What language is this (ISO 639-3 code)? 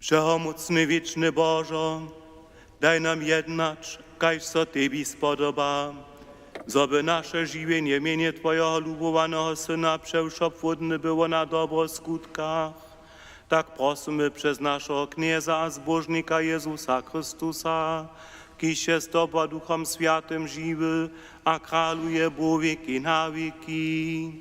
hsb